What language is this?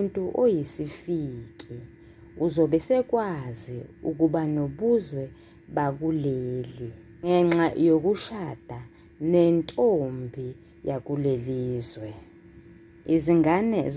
Zulu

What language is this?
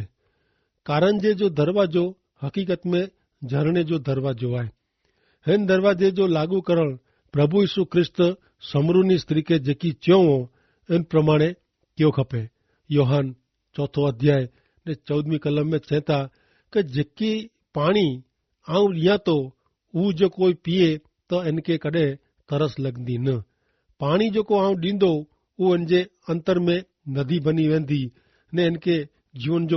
Kachhi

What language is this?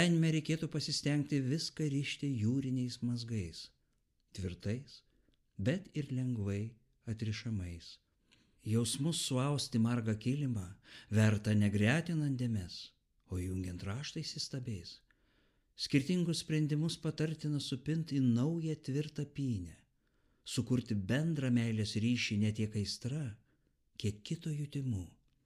Lithuanian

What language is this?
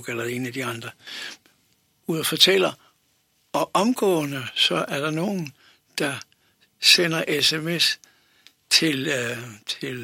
Danish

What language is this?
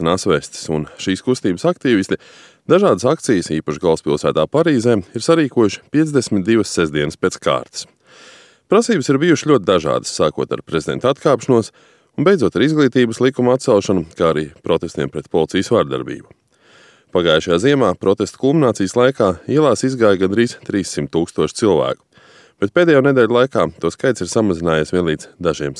Latvian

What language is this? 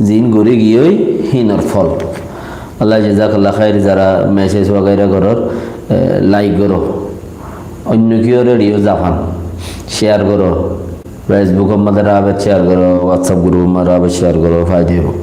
Rohingya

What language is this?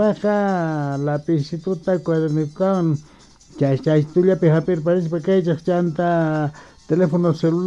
Quechua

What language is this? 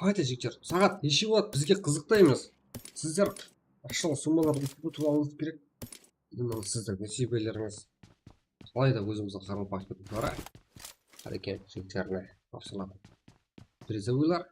Kara-Kalpak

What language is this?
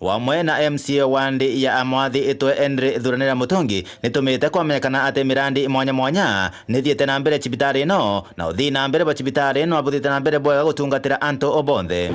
Meru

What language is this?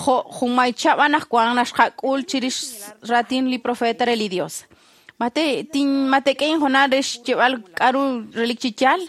Kekchí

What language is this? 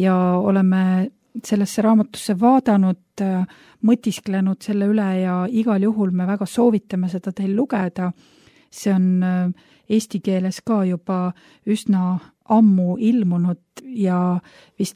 Estonian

